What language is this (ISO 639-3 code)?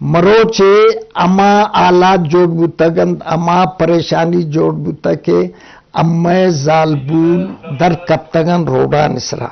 bgp